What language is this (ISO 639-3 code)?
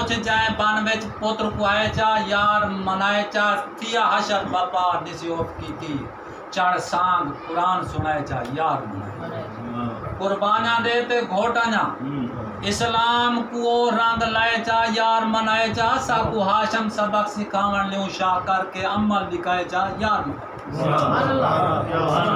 skr